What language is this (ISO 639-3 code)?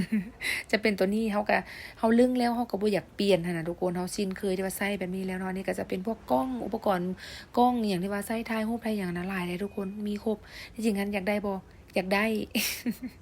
lao